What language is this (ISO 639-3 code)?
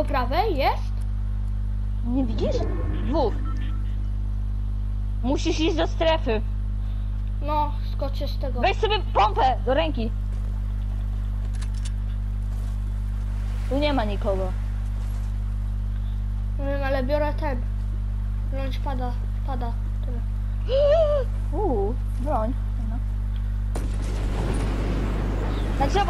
pol